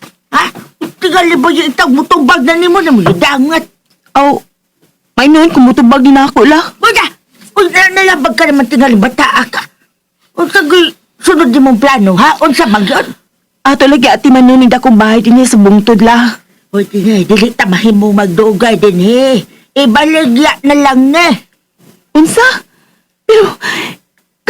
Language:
Cebuano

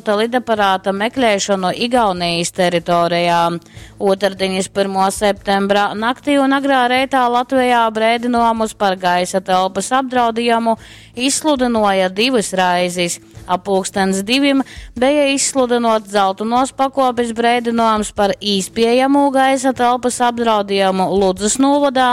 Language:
Latgalian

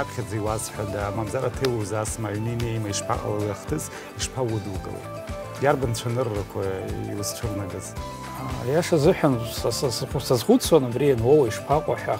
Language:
Abkhazian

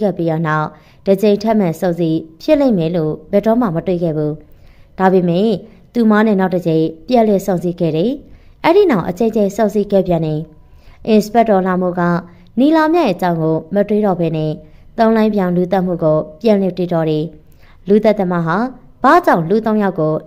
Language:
Burmese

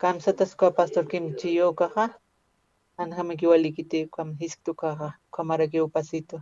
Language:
Aymara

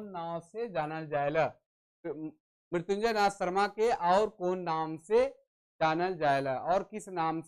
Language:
Sadri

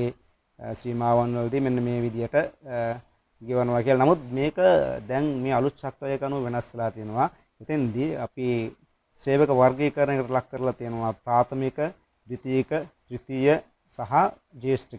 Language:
Sinhala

